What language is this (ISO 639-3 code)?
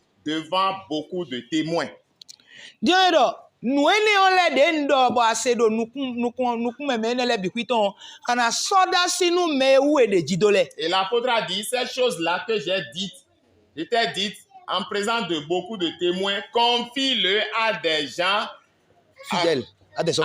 fon